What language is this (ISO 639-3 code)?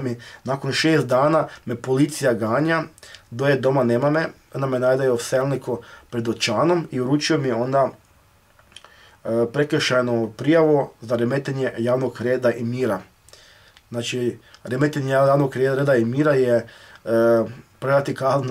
hrv